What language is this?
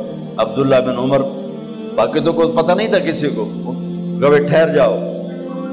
Urdu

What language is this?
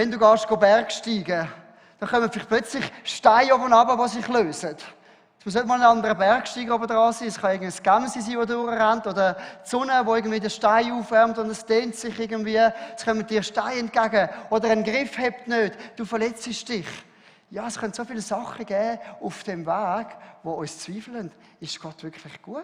Swiss German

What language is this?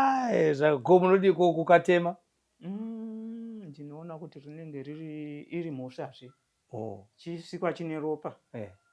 Shona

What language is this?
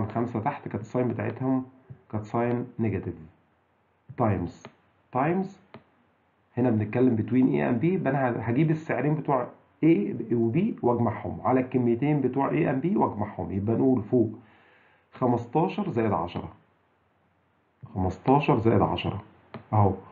Egyptian Arabic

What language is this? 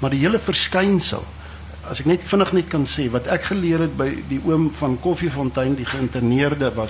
Afrikaans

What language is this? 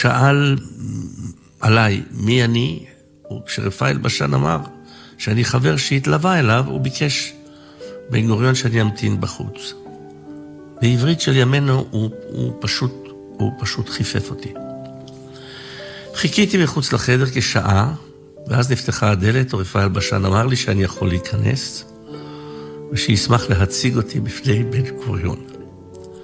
Hebrew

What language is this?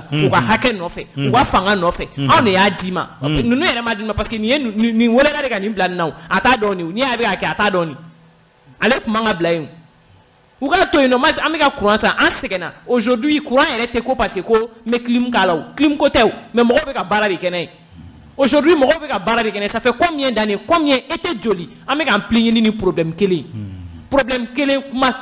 Bambara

